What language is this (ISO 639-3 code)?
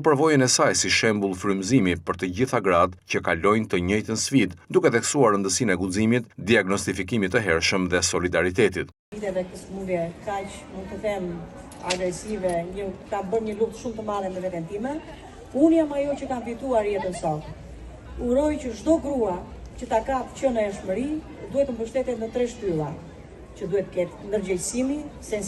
sqi